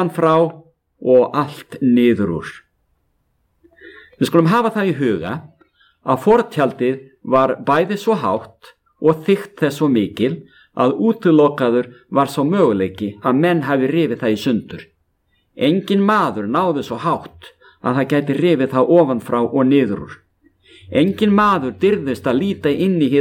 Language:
Icelandic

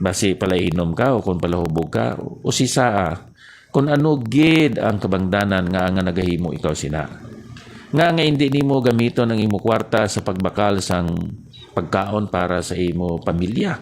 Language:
Hiligaynon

